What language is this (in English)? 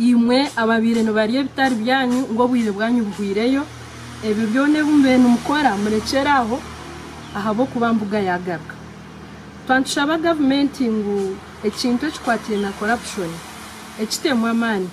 Nyankole